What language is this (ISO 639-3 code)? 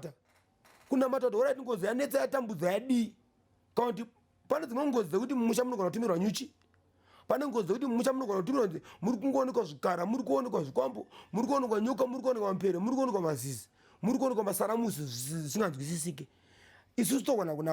sna